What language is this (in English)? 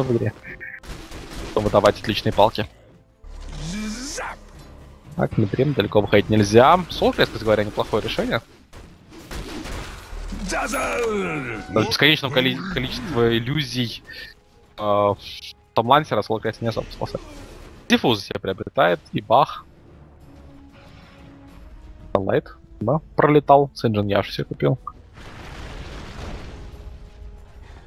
Russian